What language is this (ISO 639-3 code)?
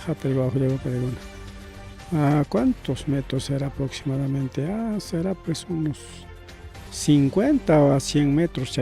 quy